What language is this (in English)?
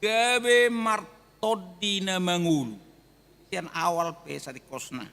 Batak Toba